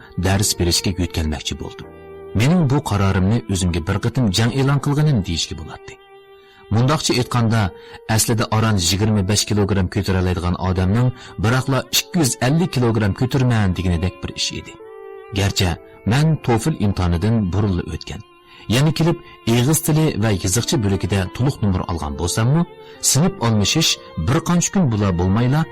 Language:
Uyghur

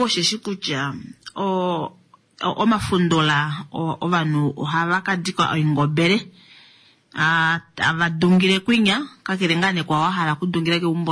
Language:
Kuanyama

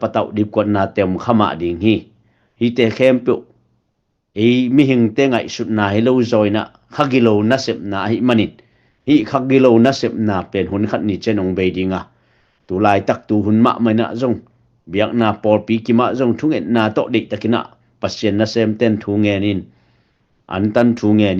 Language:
Tedim Chin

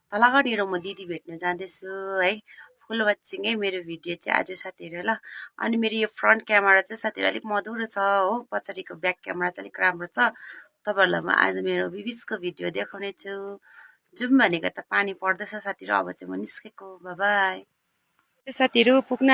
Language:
Nepali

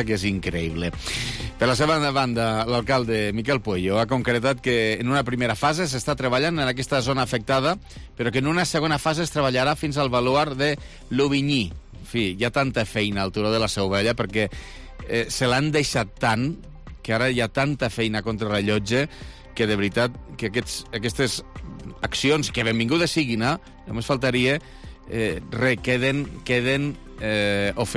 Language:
Catalan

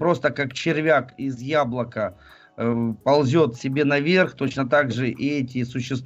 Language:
Russian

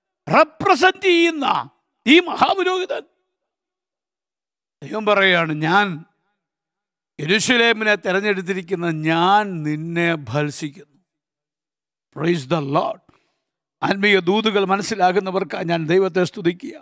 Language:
Malayalam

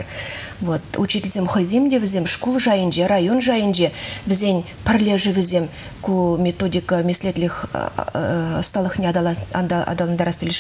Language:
Chuvash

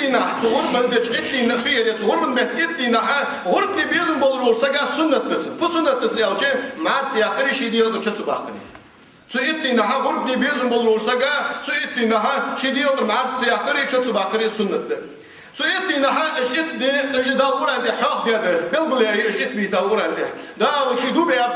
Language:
Ingush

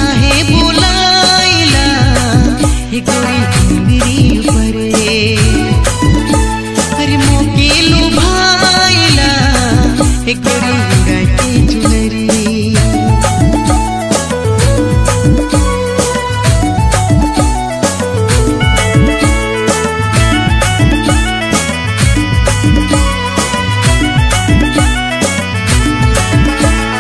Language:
Bhojpuri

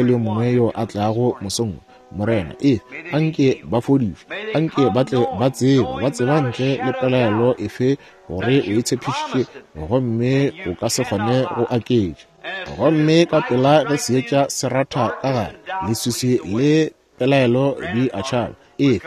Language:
Northern Sotho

